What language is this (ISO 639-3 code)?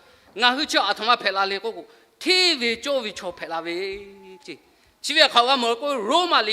lhu